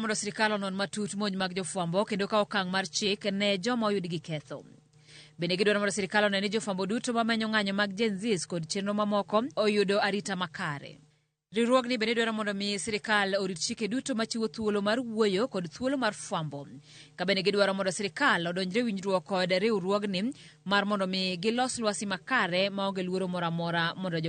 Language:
Luo (Kenya and Tanzania)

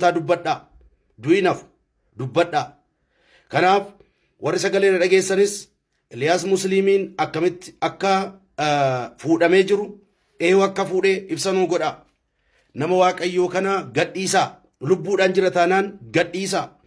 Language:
Oromo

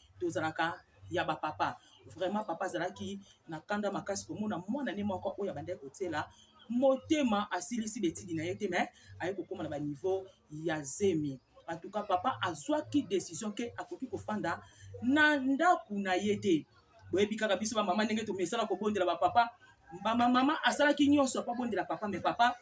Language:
Lingala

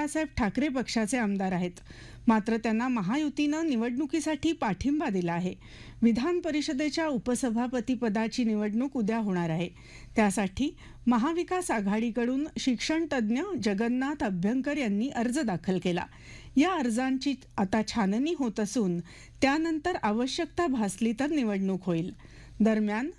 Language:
Marathi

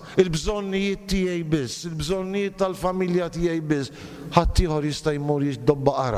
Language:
Maltese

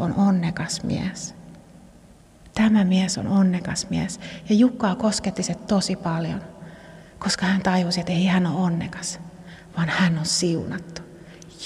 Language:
Finnish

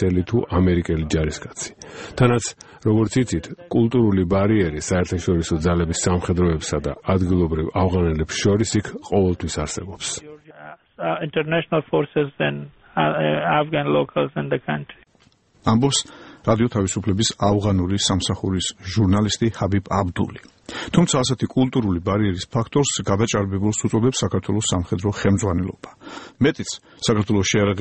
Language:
Georgian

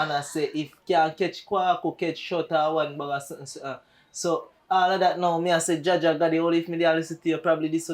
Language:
Jamaican Creole English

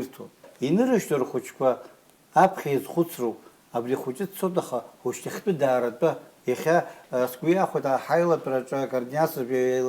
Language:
Abkhazian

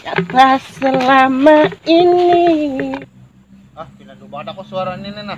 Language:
Banjar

